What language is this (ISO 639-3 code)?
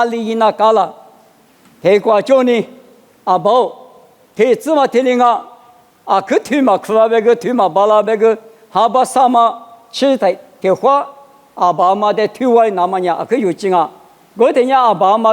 lis